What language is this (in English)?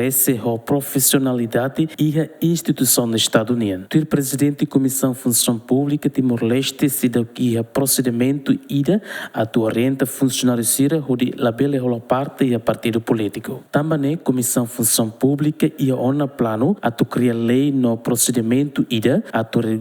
Tetum